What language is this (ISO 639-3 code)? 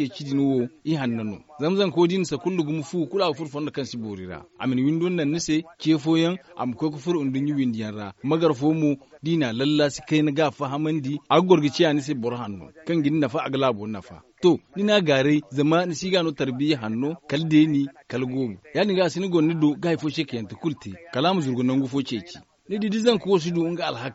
dje